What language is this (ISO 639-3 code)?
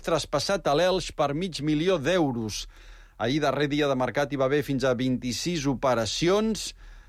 cat